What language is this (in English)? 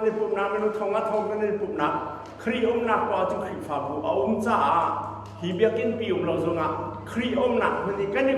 Hakha Chin